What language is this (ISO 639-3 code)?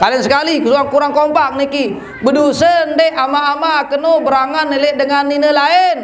sas